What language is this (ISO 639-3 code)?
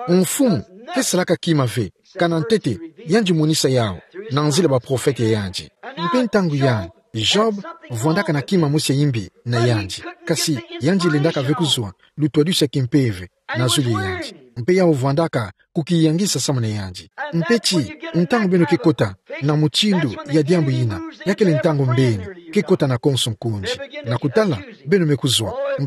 ktu